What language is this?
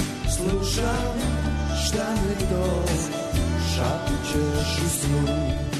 Serbian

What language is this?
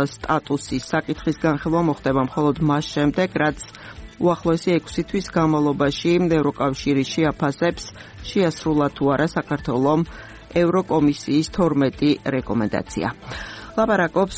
Georgian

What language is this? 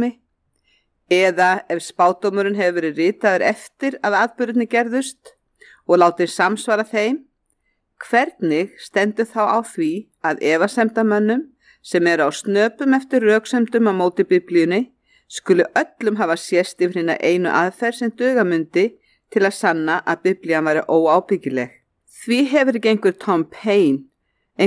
Icelandic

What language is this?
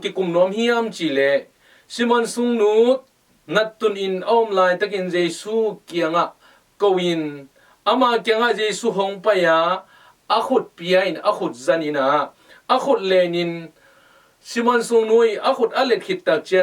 Tedim Chin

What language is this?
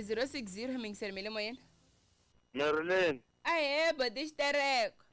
Tsonga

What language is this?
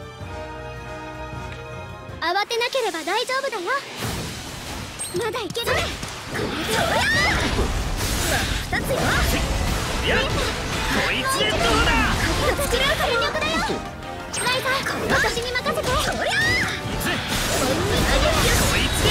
Japanese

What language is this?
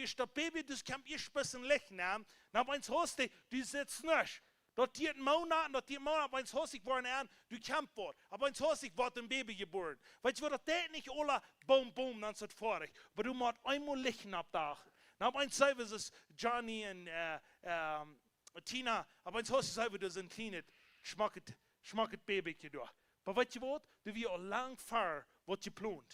Plautdietsch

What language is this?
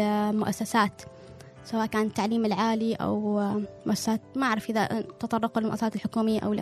Gulf Arabic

